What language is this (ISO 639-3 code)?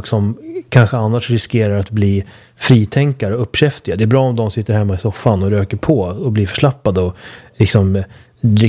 swe